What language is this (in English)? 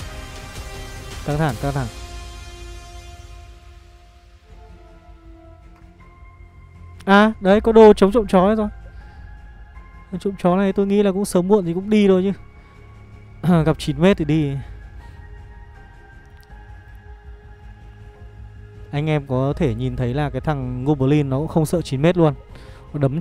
Vietnamese